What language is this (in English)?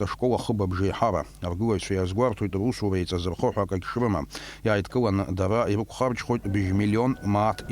Abkhazian